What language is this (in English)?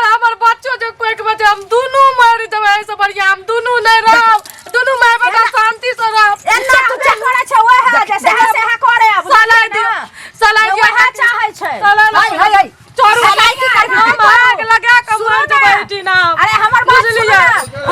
Maithili